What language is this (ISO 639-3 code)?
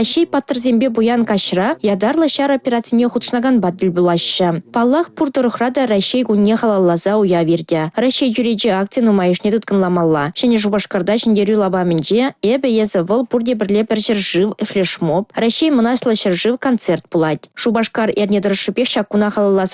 chv